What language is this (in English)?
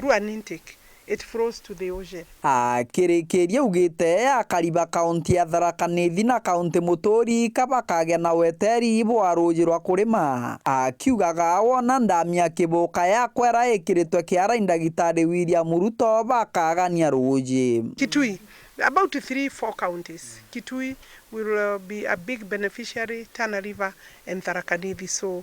Meru